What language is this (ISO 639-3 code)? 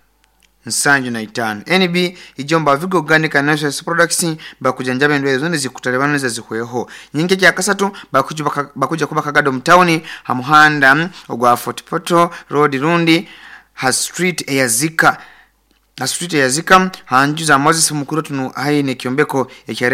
nyo